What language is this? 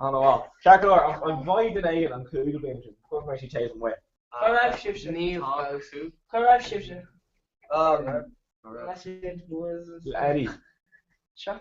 Irish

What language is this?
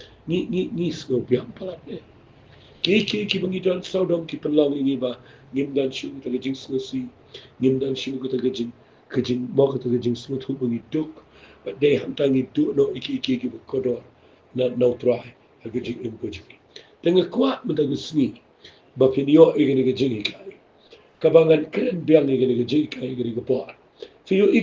Khasi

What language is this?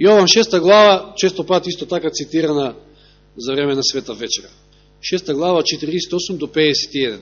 Macedonian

